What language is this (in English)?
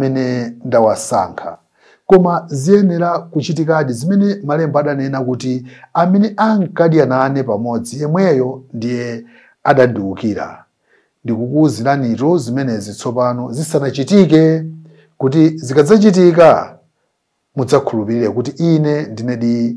Nyanja